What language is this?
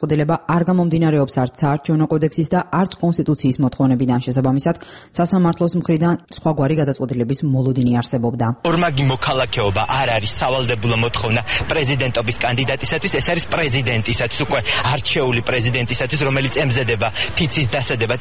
Georgian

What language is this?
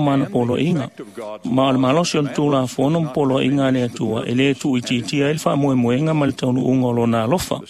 Samoan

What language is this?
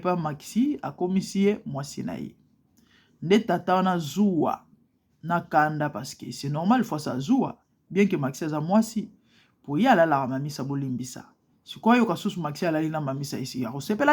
Lingala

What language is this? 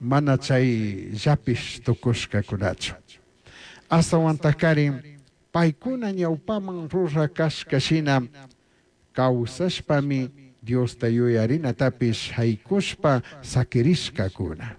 Chimborazo Highland Quichua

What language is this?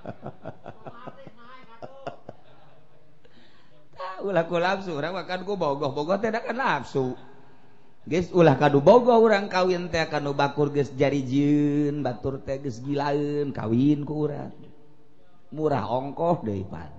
Sundanese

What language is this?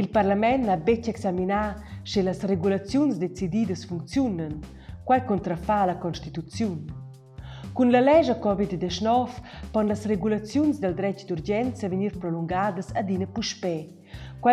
Romansh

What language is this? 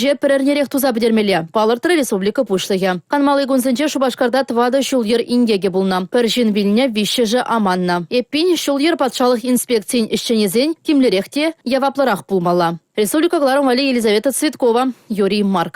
Chuvash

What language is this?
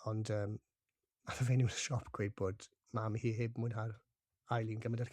Welsh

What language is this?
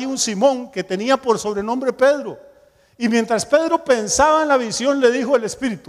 Spanish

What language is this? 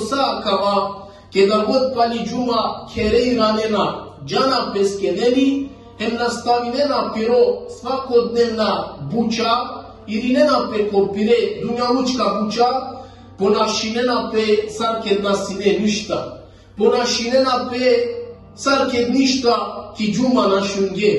Balkan Romani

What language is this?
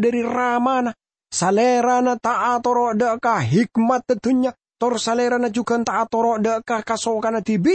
Madurese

